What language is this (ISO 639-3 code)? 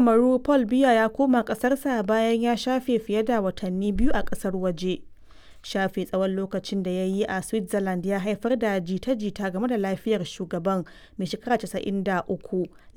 hau